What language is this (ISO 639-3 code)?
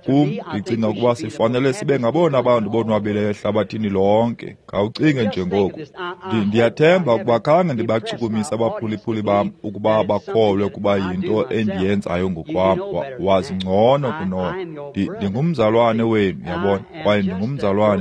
xho